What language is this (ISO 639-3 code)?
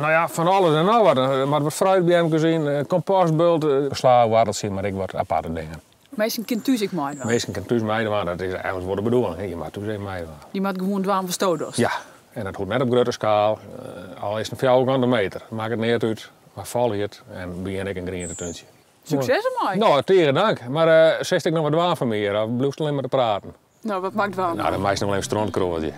fry